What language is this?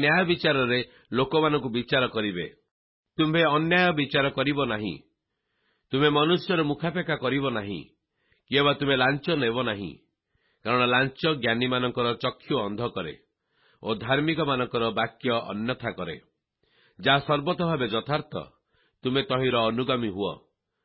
Odia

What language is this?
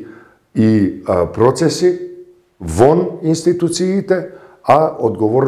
Macedonian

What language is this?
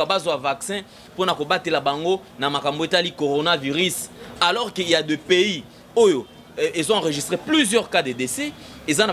Lingala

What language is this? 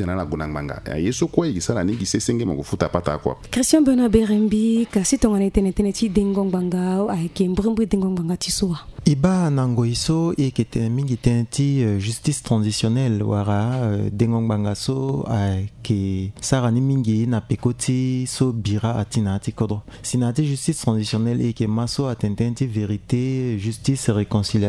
Sango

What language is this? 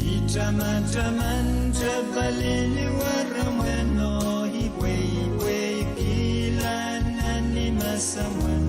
Pohnpeian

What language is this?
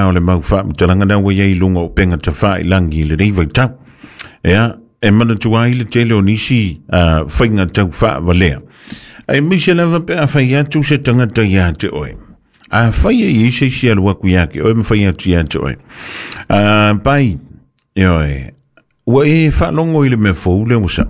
Samoan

